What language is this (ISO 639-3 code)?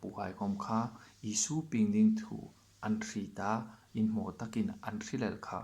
hmr